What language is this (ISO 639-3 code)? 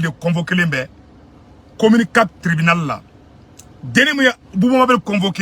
bam